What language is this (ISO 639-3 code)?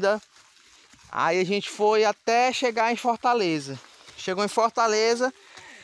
por